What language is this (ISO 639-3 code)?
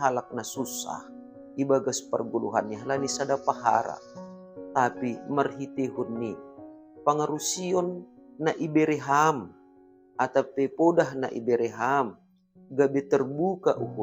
bts